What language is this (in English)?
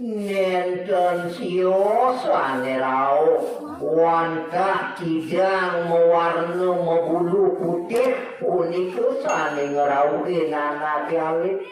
Balinese